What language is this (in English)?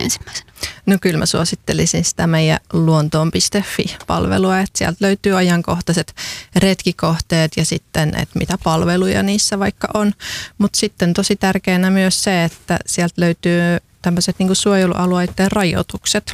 Finnish